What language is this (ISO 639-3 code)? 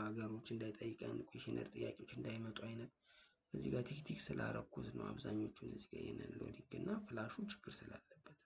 amh